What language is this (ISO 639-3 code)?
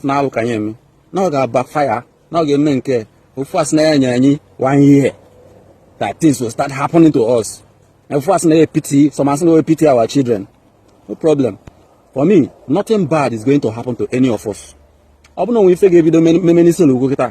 ibo